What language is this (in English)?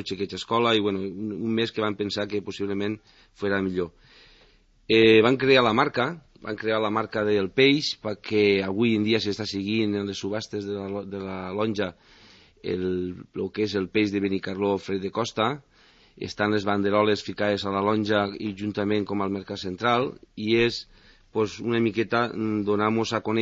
Catalan